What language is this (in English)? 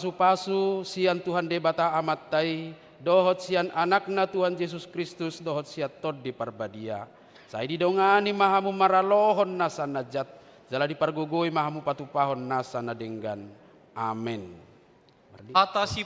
Batak Toba